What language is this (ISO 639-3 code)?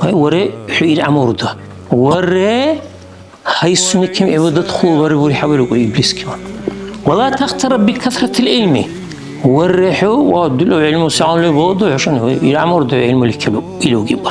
dar